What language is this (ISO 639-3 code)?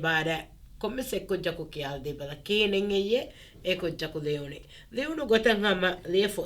div